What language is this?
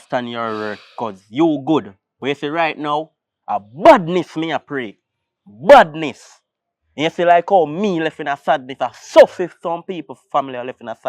Jamaican Creole English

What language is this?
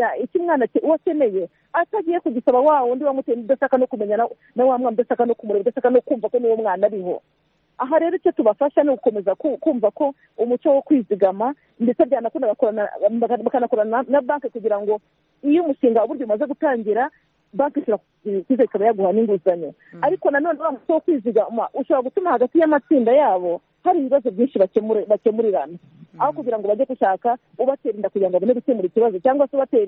Kinyarwanda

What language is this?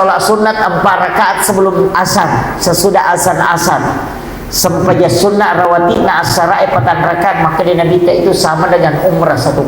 Buginese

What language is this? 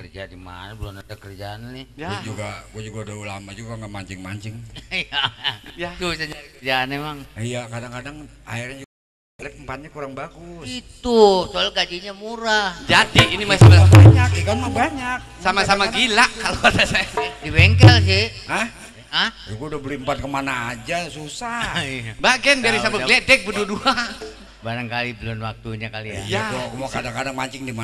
Betawi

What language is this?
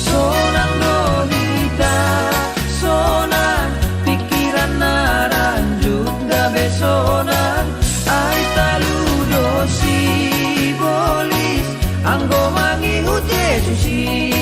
Batak Simalungun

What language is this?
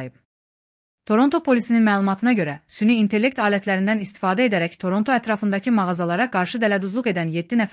Azerbaijani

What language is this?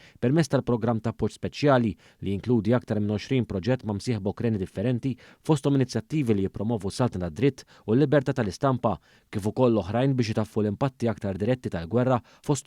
Maltese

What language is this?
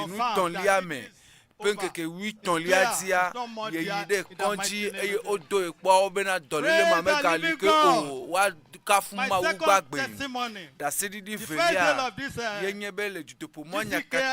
Ewe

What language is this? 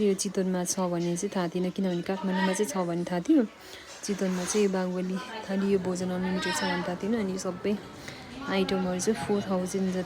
Nepali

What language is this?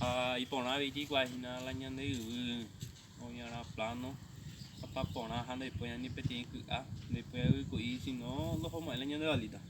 Guarani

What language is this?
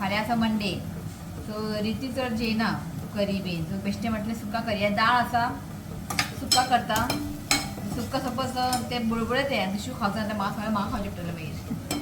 Konkani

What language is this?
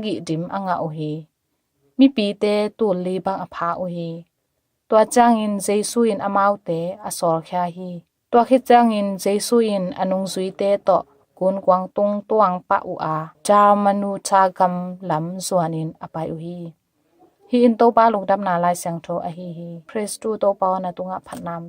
Tedim Chin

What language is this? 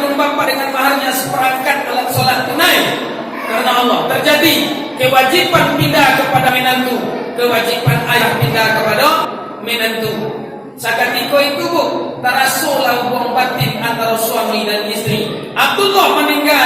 Minangkabau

